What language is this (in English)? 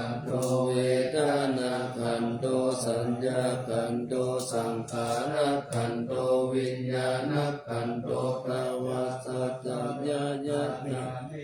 Pali